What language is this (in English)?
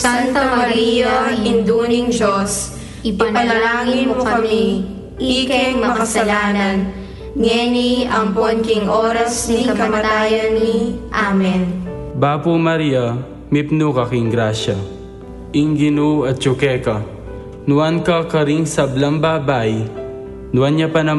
Pampanga